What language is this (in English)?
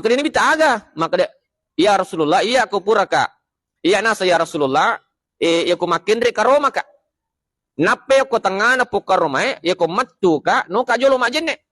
Buginese